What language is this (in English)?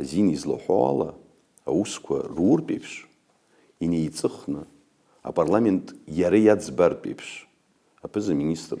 Abkhazian